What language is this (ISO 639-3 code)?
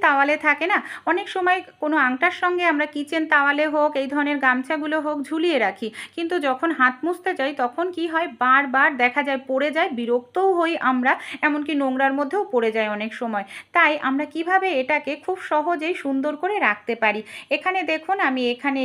ben